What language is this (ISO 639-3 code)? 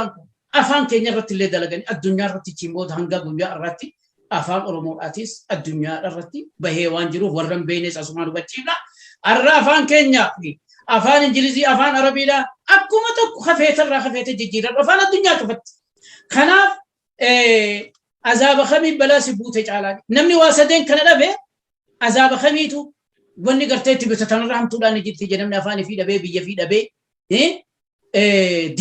orm